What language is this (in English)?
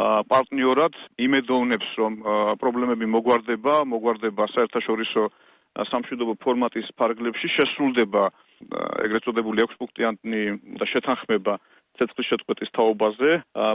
Georgian